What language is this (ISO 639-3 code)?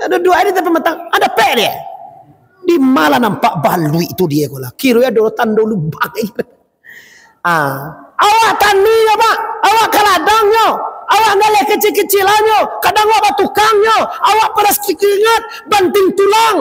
min